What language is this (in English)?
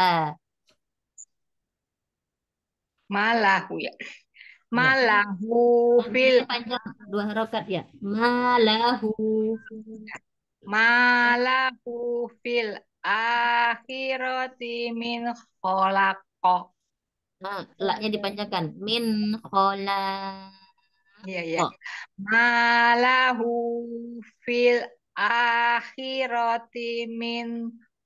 Indonesian